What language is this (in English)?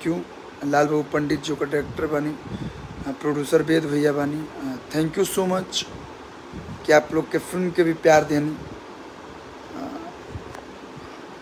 Bhojpuri